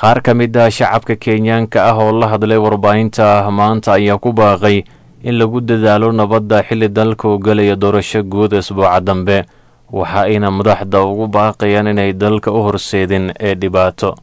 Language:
Somali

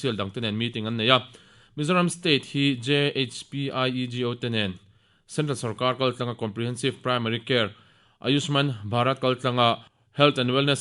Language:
Mizo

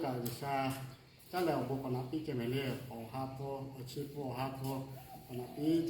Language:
Lahu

